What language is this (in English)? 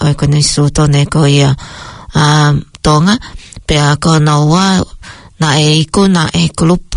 Tongan